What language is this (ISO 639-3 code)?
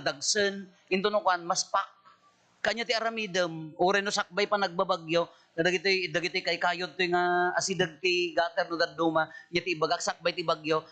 ilo